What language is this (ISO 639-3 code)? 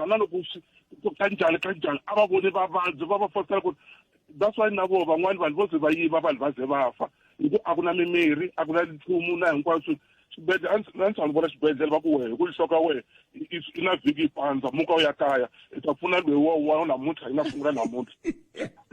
tso